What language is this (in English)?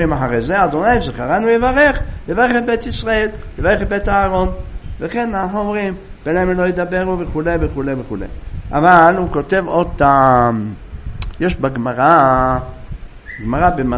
Hebrew